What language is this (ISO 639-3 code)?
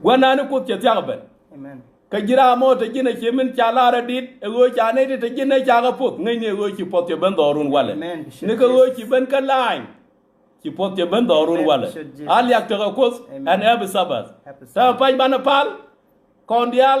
nus